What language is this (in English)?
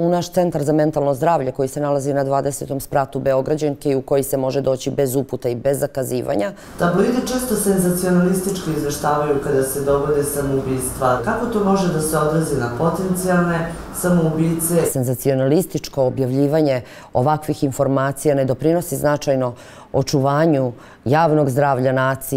Serbian